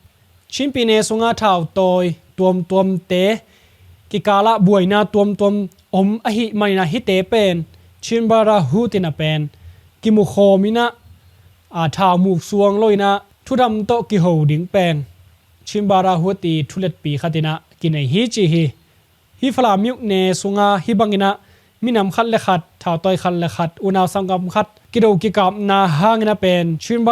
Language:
Tedim Chin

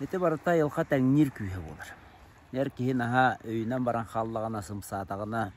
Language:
Yakut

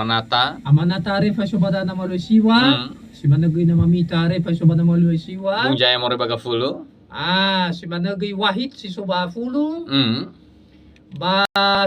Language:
Nias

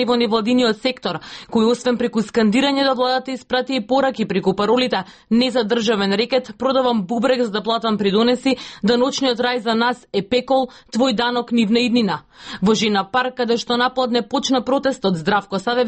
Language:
Macedonian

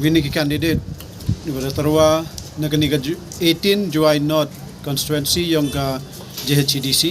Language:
Khasi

